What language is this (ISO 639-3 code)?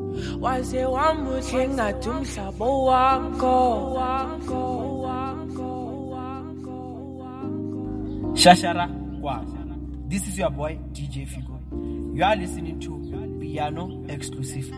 zul